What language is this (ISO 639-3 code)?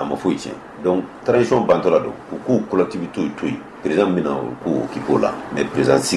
bam